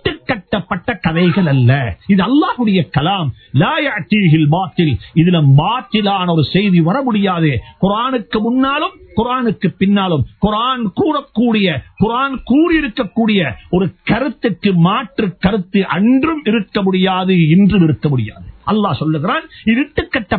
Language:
Tamil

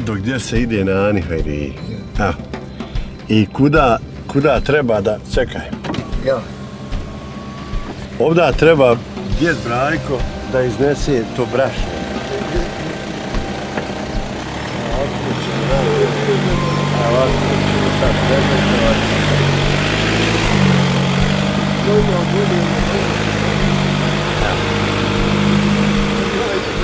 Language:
Bosnian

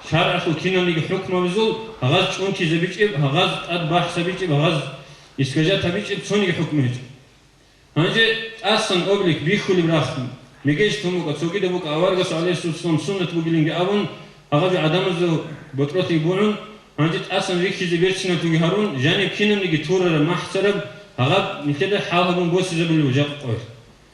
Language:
Avaric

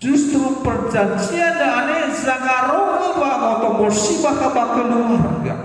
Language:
Nias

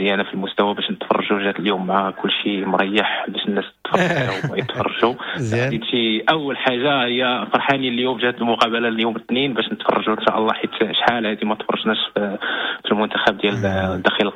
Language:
Moroccan Arabic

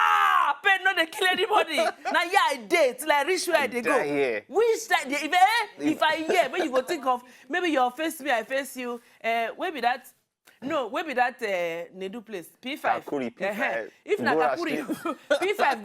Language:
Nigerian Pidgin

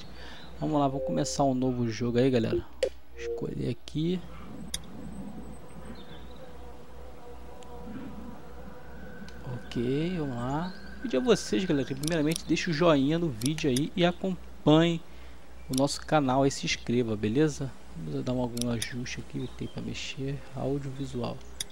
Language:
Portuguese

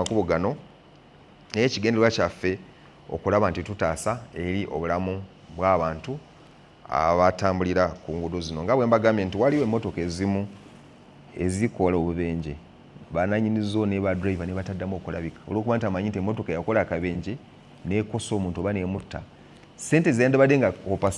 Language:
Ganda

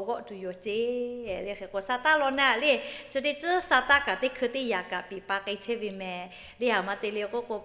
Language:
Lahu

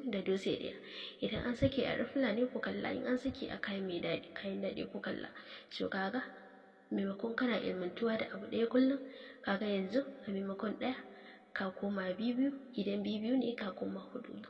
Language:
Hausa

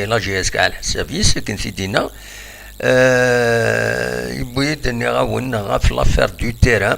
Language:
Kabyle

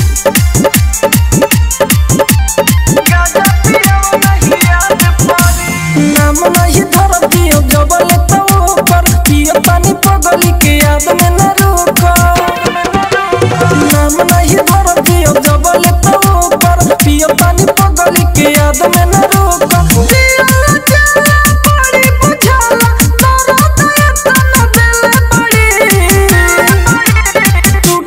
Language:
Bhojpuri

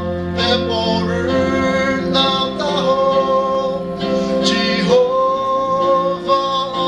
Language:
Chokri Naga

